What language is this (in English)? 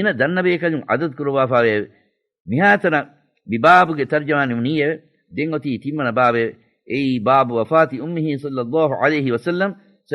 Divehi